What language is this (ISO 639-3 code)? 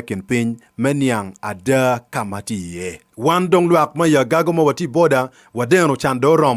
ach